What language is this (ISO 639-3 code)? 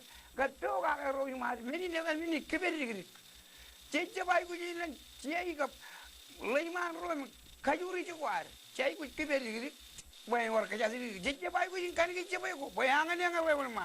mah